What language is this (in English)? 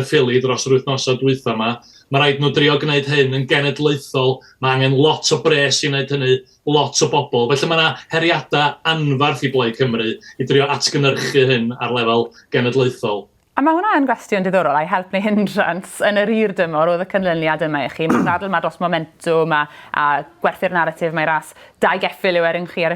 Welsh